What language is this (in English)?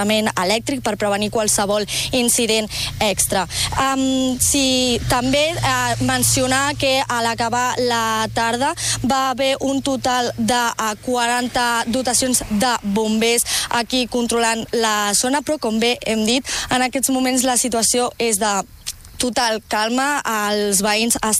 Catalan